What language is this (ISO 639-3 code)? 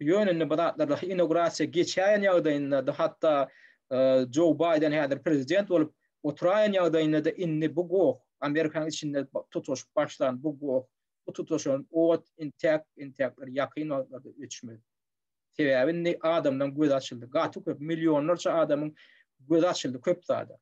tuk